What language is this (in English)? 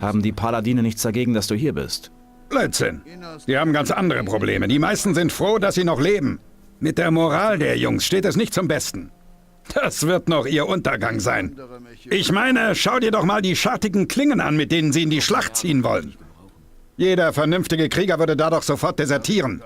Bavarian